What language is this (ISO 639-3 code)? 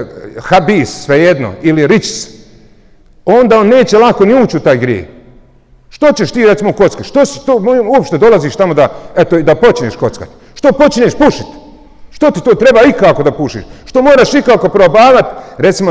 bos